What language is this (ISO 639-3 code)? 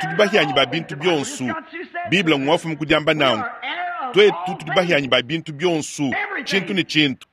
lua